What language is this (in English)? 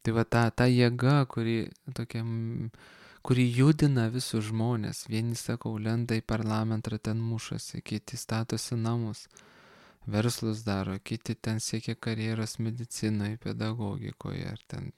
Lithuanian